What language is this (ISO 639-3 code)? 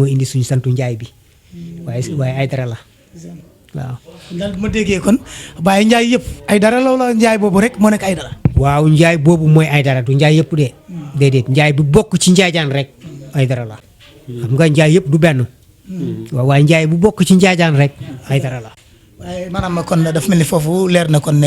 wol